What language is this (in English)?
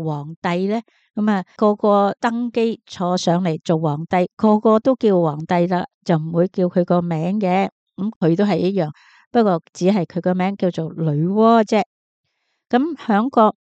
Cantonese